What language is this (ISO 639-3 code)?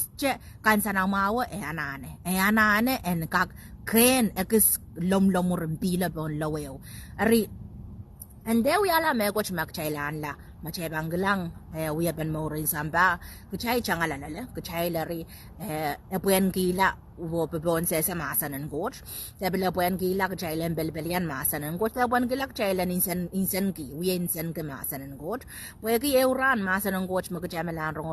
pon